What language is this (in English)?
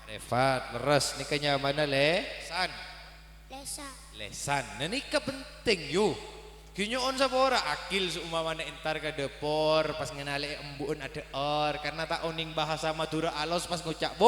Madurese